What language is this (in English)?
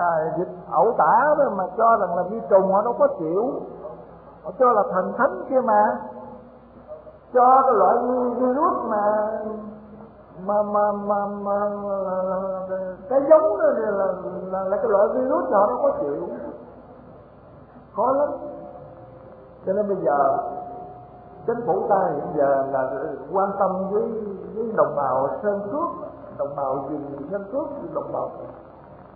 Vietnamese